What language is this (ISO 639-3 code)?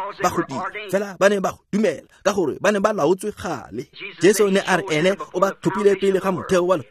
tsn